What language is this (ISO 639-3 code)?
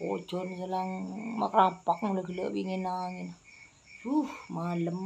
mad